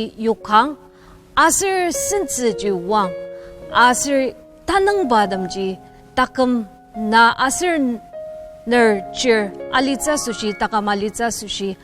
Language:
Ao Naga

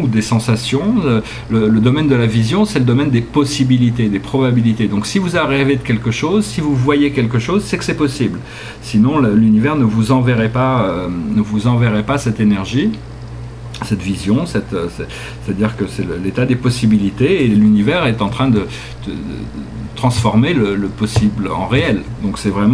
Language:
French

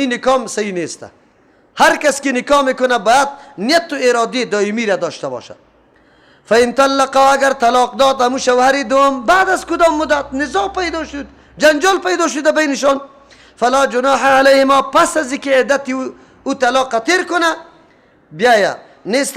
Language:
Persian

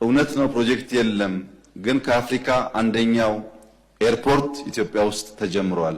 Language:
Amharic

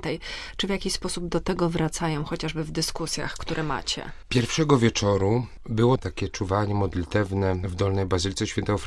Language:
Polish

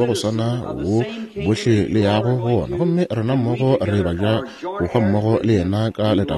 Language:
Northern Sotho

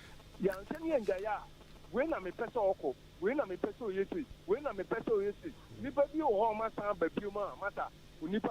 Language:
Akan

